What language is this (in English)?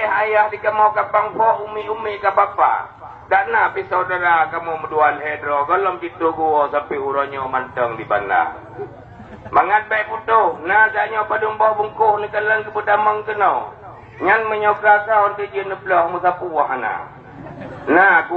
Achinese